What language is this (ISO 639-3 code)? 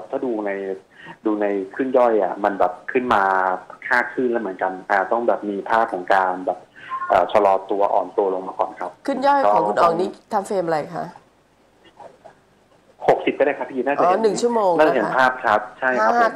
tha